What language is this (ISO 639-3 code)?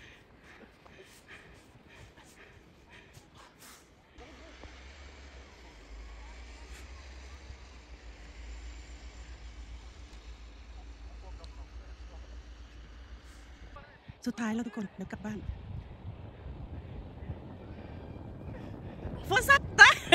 tha